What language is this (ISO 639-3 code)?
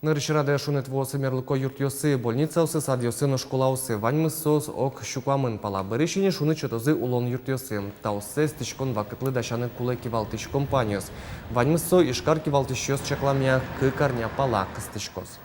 udm